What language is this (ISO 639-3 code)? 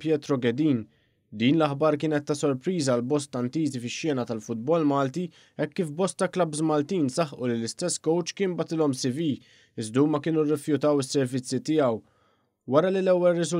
mlt